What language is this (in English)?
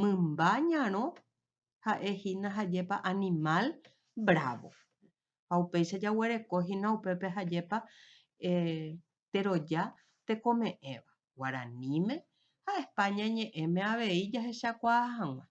Guarani